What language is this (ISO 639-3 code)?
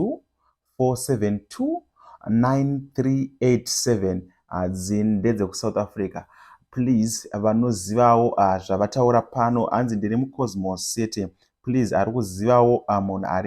sna